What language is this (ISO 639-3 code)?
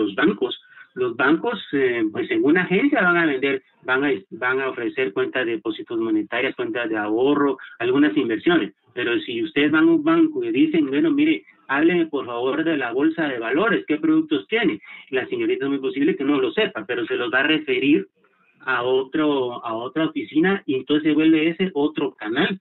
spa